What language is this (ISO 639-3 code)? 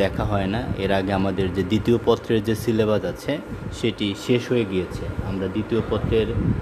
ben